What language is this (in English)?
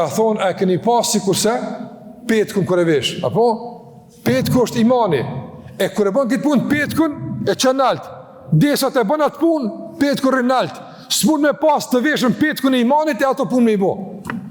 Albanian